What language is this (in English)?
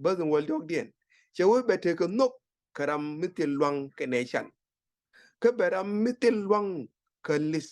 Nuer